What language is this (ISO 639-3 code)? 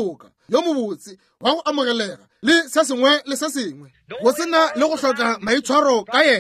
nso